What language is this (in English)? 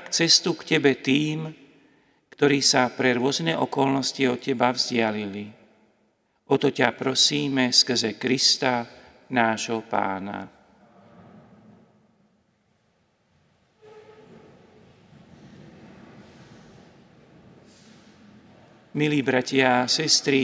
Slovak